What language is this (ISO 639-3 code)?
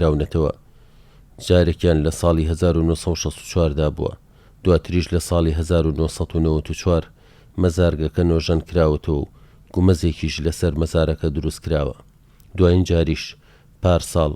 ckb